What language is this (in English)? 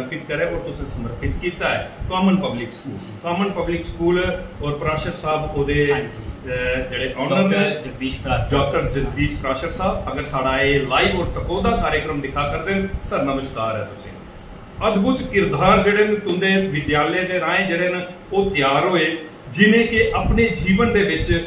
Dogri